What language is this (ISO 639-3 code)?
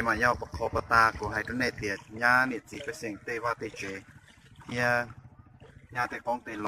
hmn